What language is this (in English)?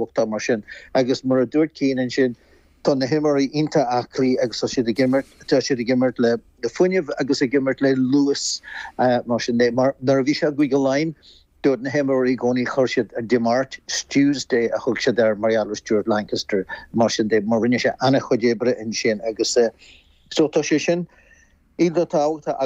Irish